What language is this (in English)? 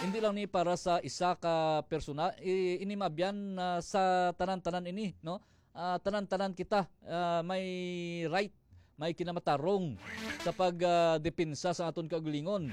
Hiligaynon